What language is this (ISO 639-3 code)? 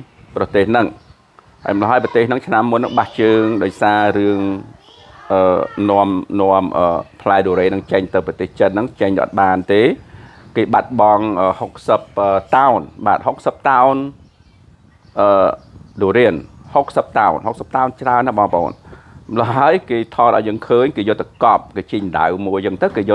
khm